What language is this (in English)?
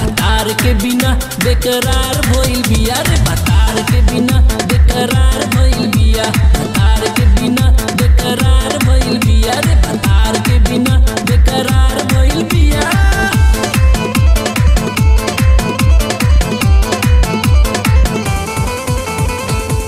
Bhojpuri